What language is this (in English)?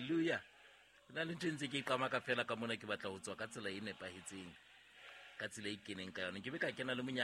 Southern Sotho